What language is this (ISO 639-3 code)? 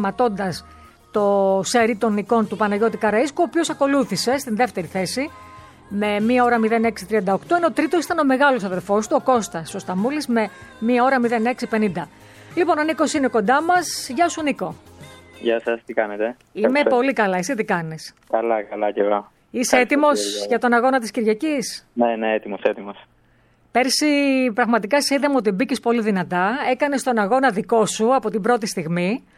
ell